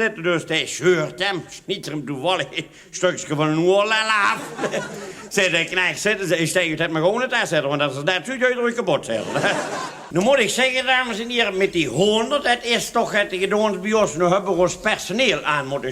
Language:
Limburgish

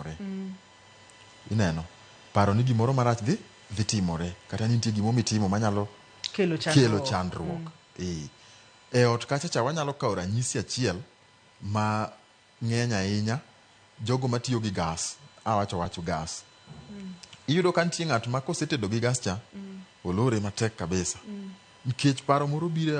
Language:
Luo (Kenya and Tanzania)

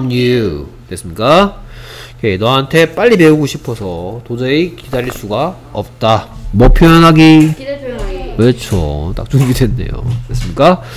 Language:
Korean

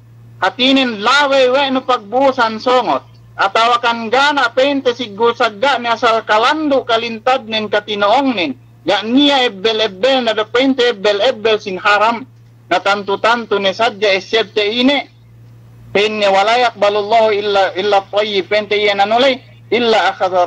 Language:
Yakan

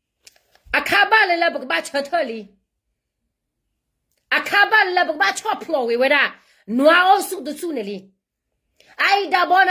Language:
S'gaw Karen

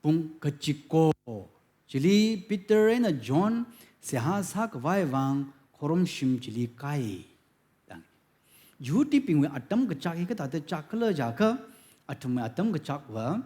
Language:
Tangkhul Naga (India)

